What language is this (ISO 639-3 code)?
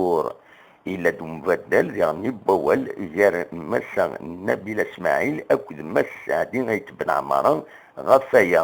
kab